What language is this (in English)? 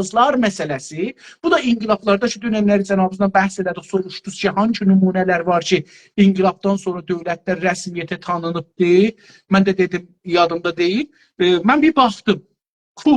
South Azerbaijani